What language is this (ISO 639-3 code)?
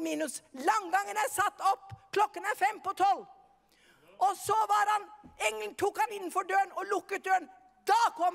nor